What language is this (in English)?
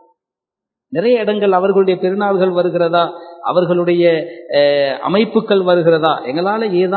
Tamil